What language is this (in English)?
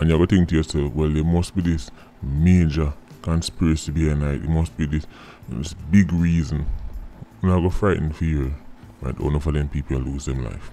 Jamaican Creole English